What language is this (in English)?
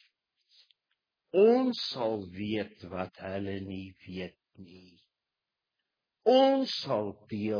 Afrikaans